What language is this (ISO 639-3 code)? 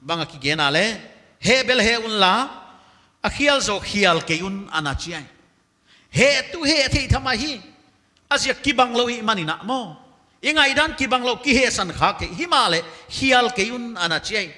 pck